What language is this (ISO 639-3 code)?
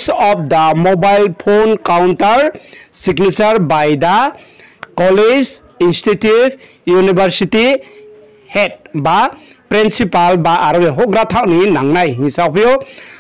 ria